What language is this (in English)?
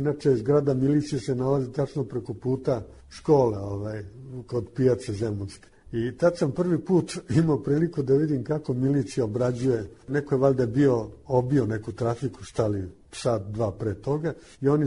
Serbian